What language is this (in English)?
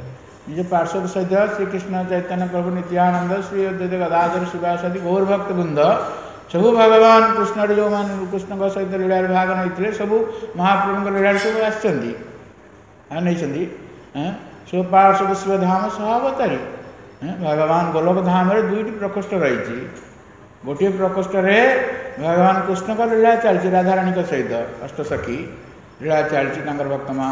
Odia